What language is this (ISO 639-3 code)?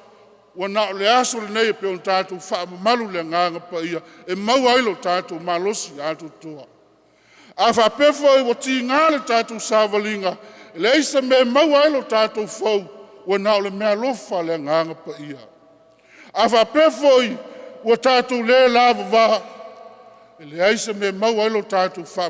smo